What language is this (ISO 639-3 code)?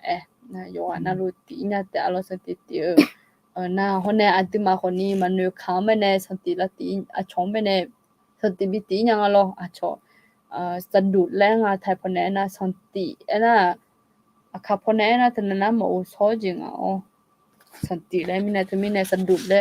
ahk